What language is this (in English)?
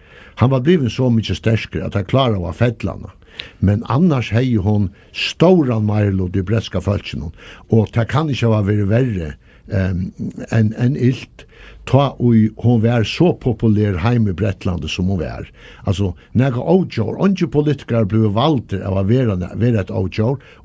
Faroese